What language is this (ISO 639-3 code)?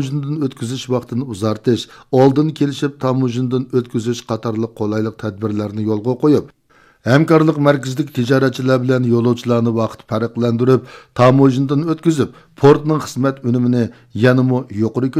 uig